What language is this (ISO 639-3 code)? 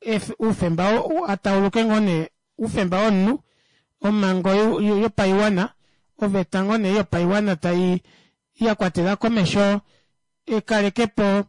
kua